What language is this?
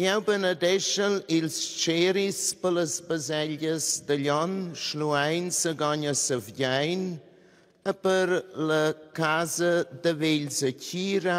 Romansh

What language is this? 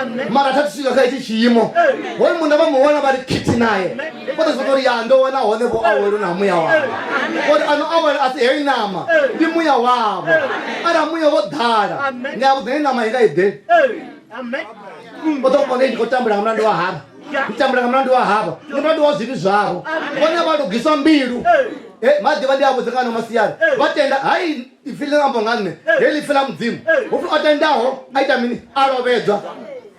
Venda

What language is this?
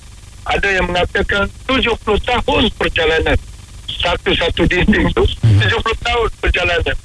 Malay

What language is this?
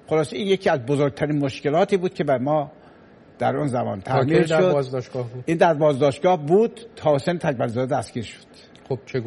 Persian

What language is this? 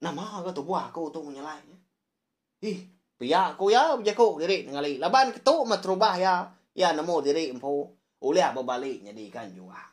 Iban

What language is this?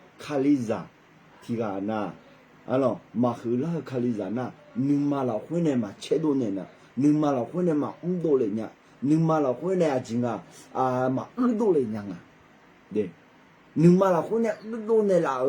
Akha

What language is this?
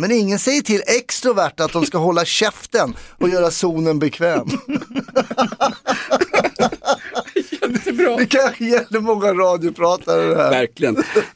Swedish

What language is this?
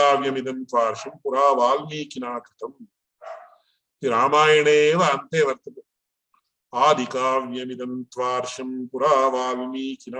Sanskrit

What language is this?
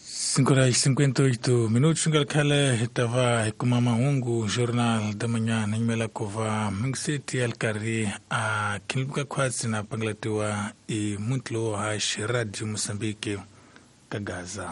Tsonga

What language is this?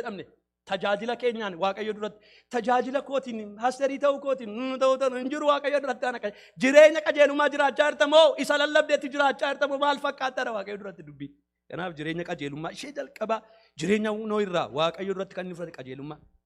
Oromo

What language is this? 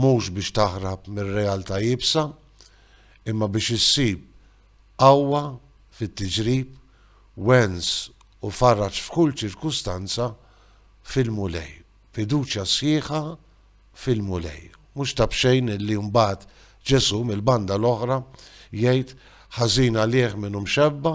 Maltese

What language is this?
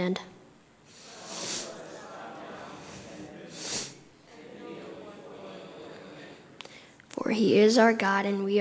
English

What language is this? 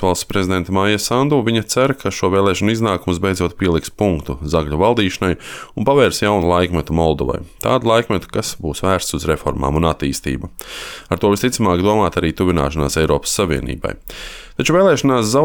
Latvian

